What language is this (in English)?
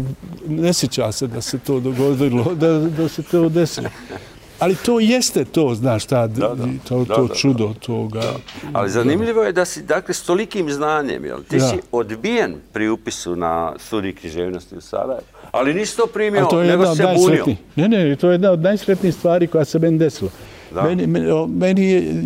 Bosnian